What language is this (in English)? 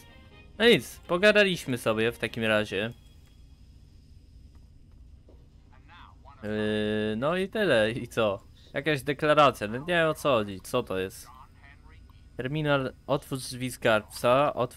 Polish